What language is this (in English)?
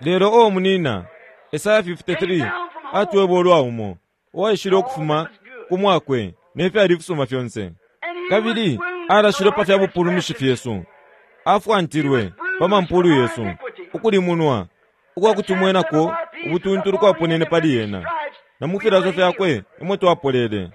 Bemba